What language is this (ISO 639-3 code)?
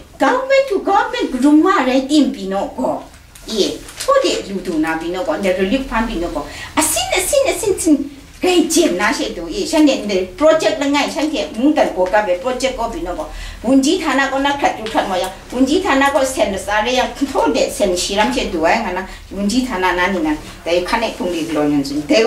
kac